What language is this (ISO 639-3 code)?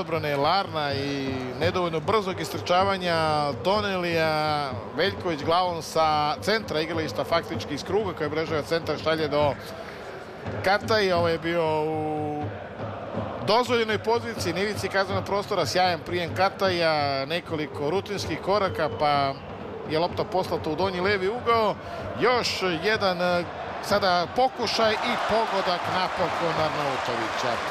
srp